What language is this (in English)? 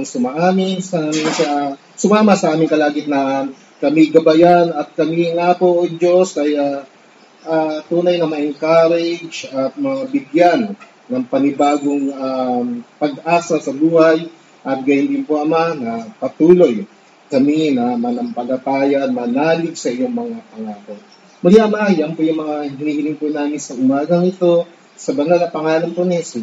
Filipino